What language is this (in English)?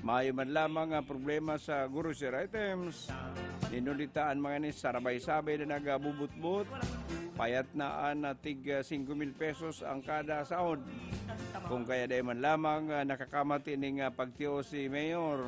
Bikol